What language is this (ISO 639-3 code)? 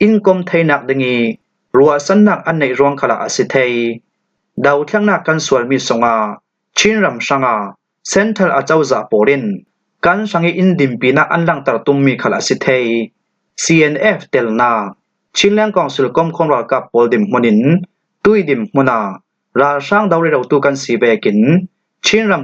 cfm